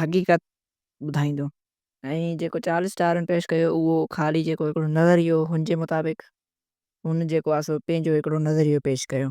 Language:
Sindhi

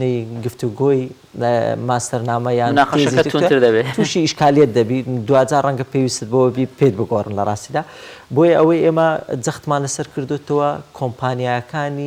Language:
Central Kurdish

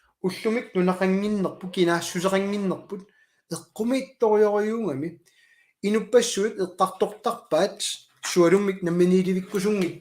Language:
Kalaallisut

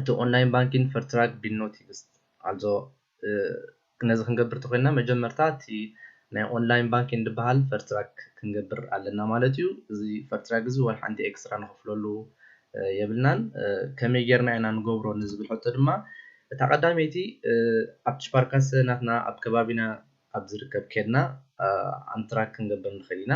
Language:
Tigrinya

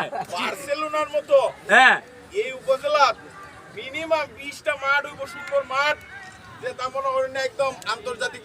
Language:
Sylheti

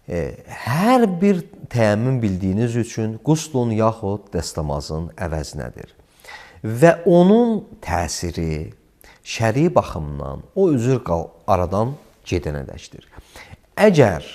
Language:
Azerbaijani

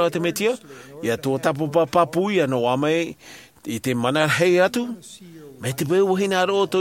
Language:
Tahitian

